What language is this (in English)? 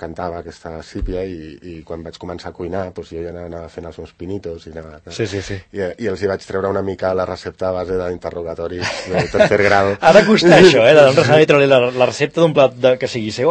Catalan